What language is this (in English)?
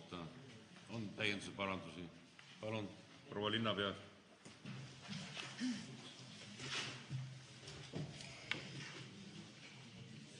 Estonian